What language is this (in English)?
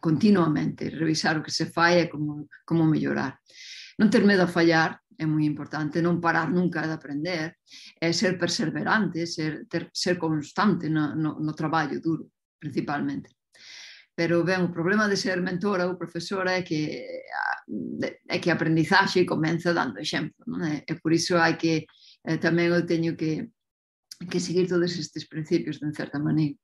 Galician